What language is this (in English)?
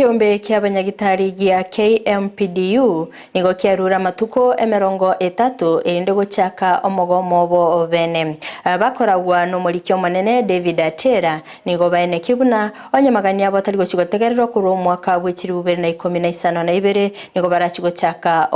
Gusii